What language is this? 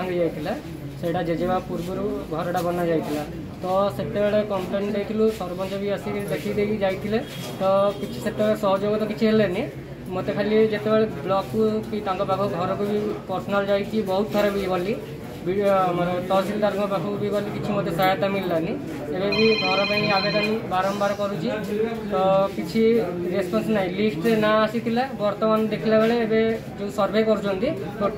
Odia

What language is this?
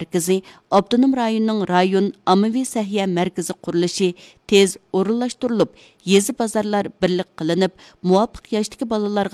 Uyghur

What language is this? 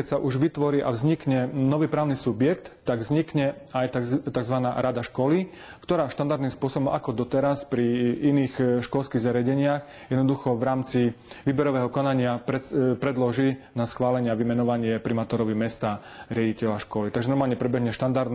Slovak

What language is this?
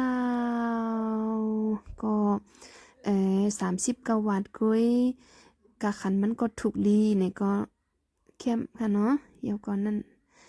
Shan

